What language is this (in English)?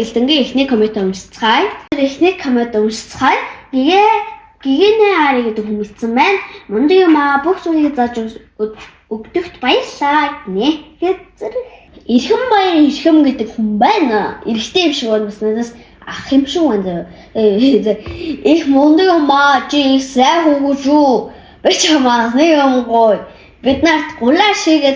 Mongolian